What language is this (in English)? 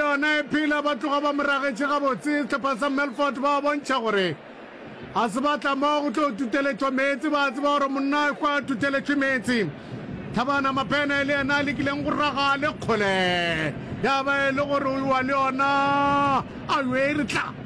Northern Sotho